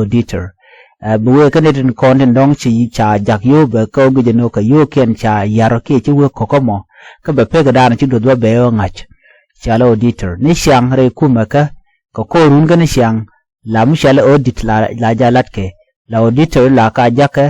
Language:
Nuer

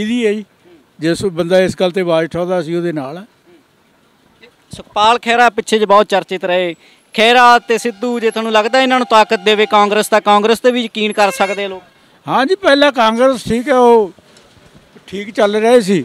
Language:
Punjabi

